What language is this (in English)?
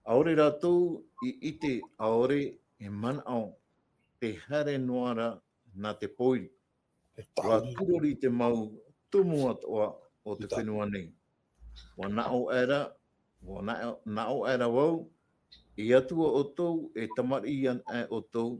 Tahitian